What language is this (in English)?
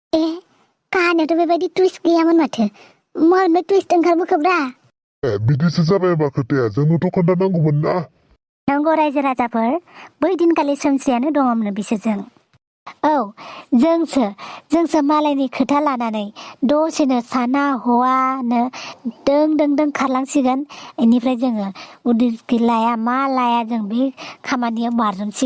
Bodo